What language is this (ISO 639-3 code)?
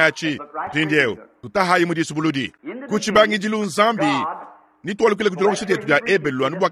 lua